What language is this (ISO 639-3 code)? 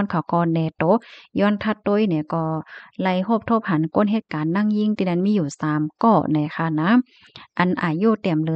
shn